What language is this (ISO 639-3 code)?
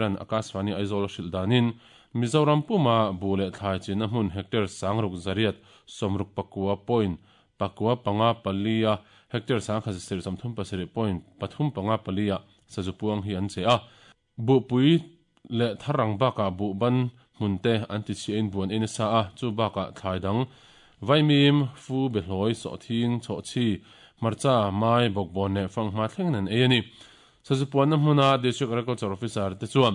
lus